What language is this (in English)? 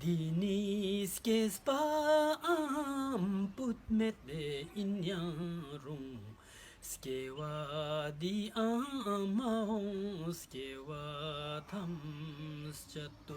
Ladakhi